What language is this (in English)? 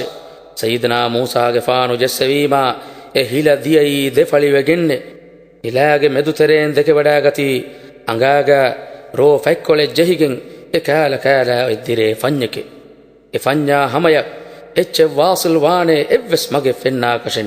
Divehi